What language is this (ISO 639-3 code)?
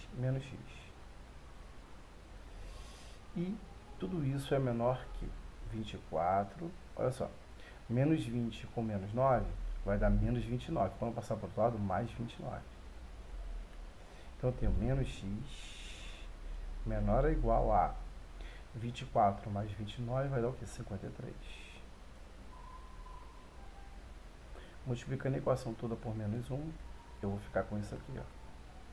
por